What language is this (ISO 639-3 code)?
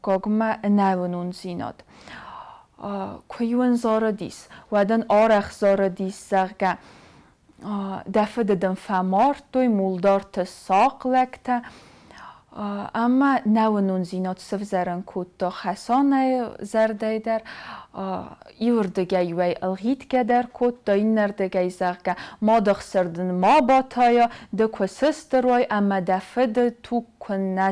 oss